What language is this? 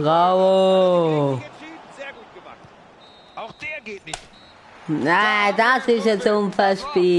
Swiss German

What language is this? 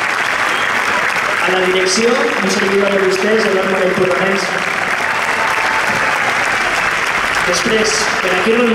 Catalan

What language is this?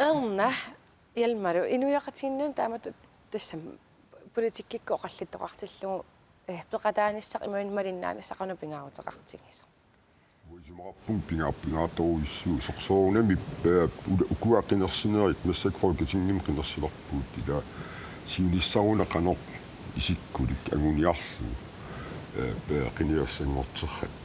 Kalaallisut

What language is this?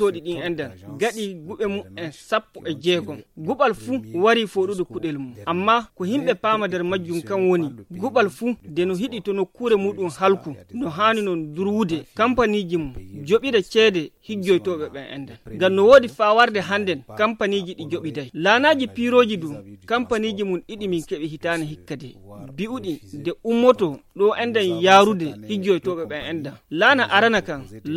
Nigerian Fulfulde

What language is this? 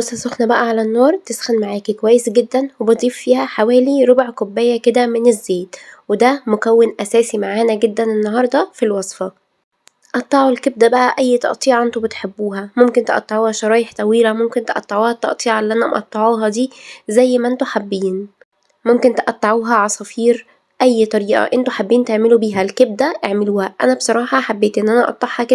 Egyptian Arabic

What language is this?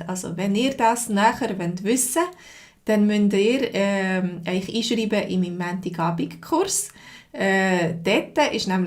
Swiss German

